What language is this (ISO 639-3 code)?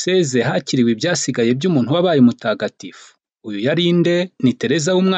kin